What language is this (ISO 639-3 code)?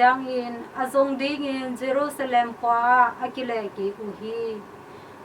ctd